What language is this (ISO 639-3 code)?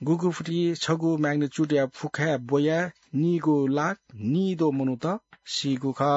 new